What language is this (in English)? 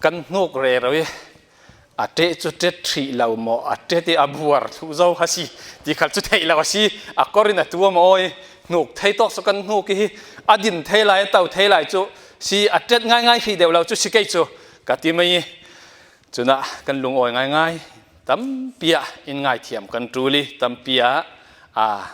Falam Chin